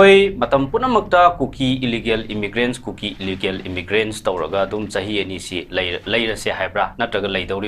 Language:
Manipuri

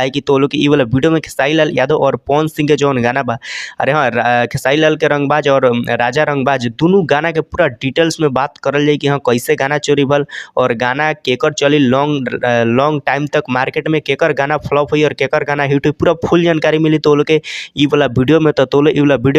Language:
Bhojpuri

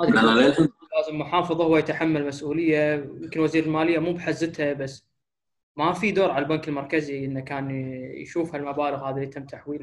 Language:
Gulf Arabic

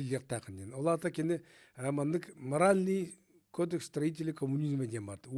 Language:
Yakut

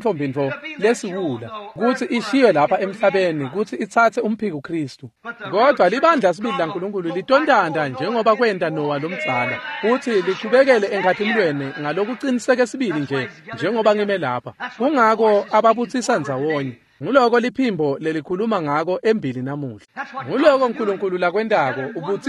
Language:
Swati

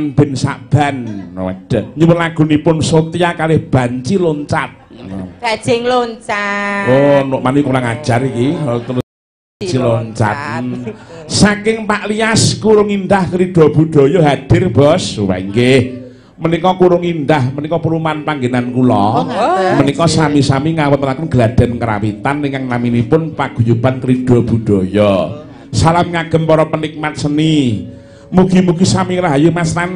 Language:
Javanese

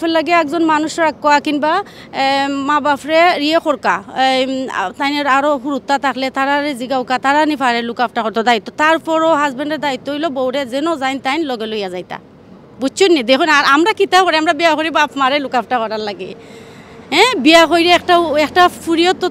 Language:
Sylheti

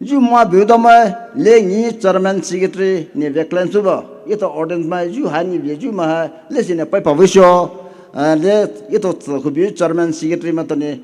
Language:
Poumei Naga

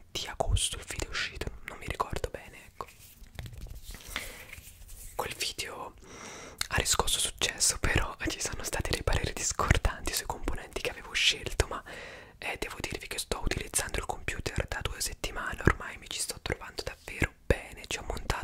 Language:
Italian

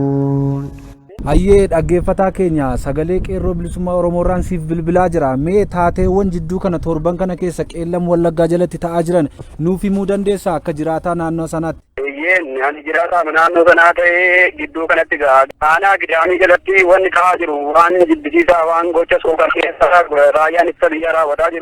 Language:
Oromo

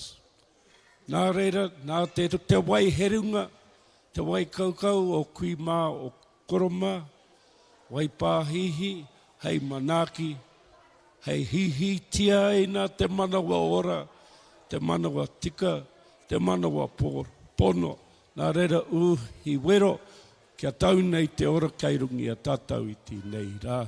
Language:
Māori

